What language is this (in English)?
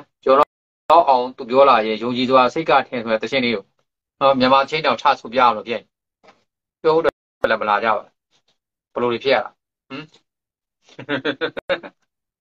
Burmese